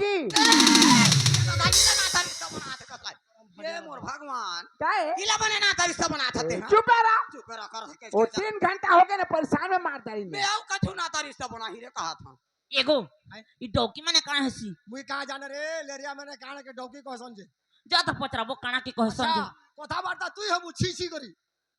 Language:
Chhattisgarhi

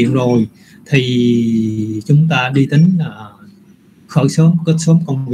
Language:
Vietnamese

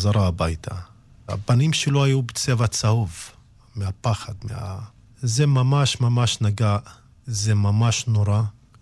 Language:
Hebrew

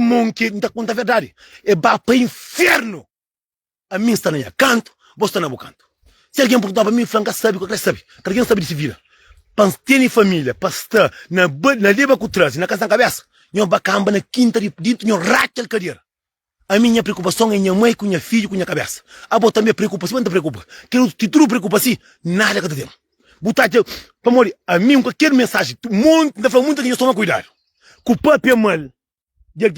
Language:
Kabuverdianu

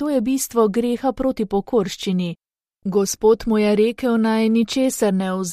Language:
Slovenian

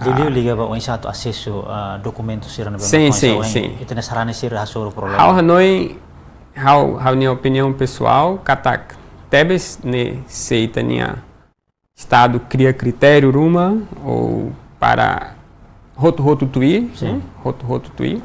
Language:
Tetum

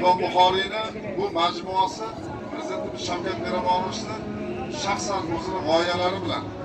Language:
Uzbek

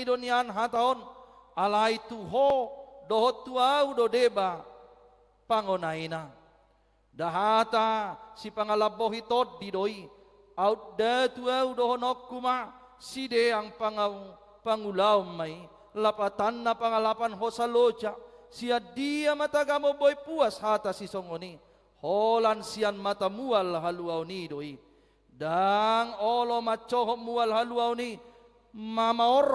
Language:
Batak Toba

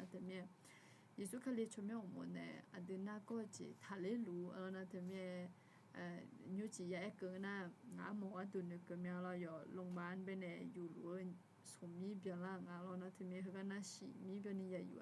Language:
Akha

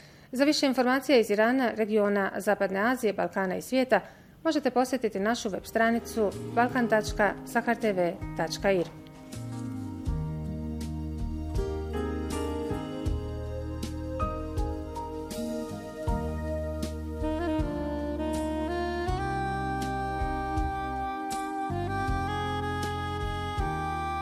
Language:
Bosnian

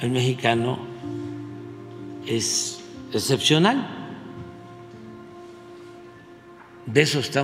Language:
Spanish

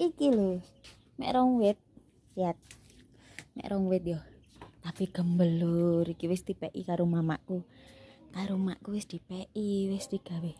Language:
Javanese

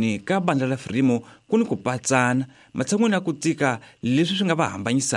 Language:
Tsonga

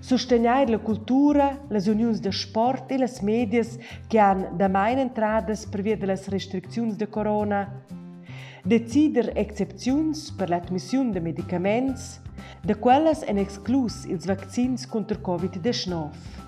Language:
Romansh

